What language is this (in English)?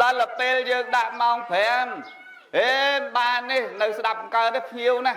Khmer